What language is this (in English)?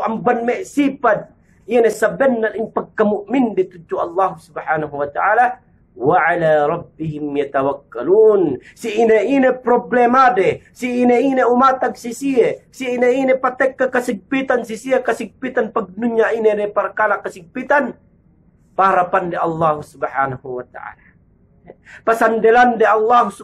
Yakan